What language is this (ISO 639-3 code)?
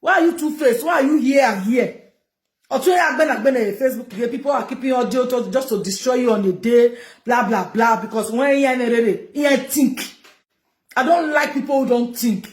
pcm